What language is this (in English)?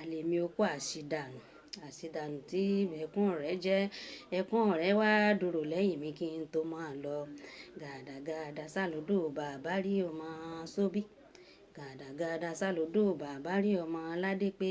Yoruba